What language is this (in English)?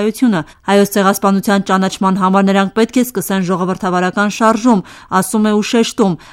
Armenian